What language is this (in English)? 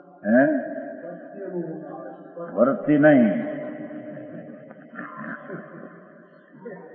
Gujarati